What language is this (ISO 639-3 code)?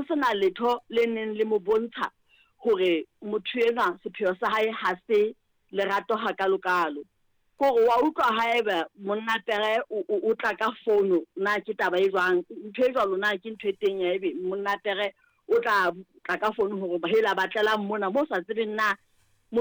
sot